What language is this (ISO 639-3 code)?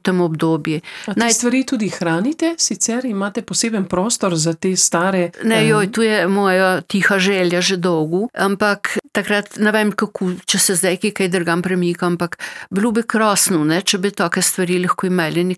slv